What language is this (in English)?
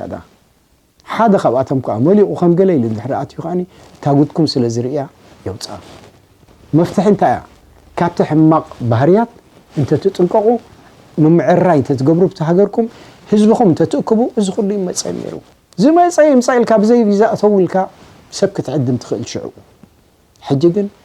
Tigrinya